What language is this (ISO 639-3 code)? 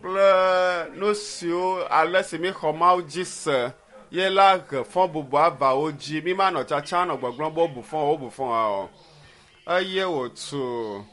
ewe